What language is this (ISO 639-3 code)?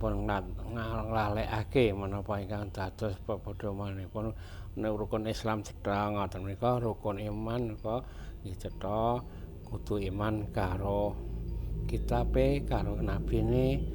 jav